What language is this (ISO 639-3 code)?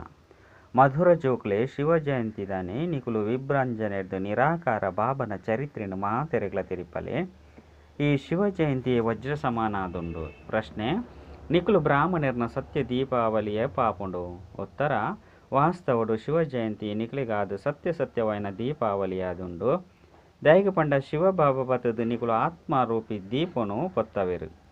tcy